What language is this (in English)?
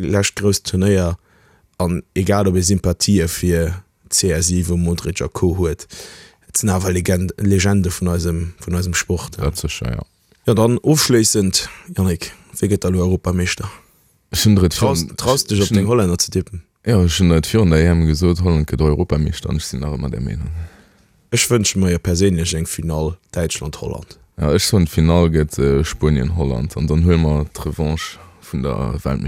Luxembourgish